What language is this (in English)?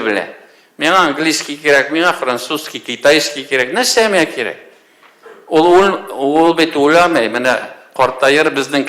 Tatar